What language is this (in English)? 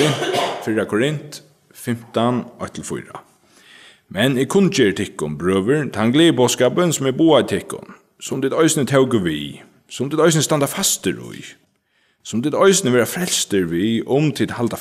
Faroese